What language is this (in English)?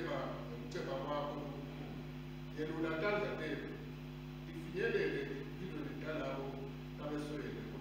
Swati